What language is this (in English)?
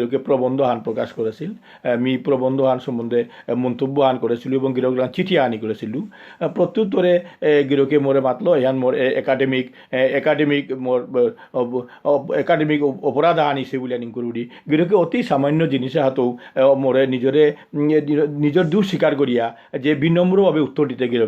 Bishnupriya